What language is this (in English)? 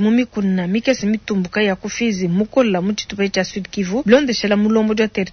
Luba-Lulua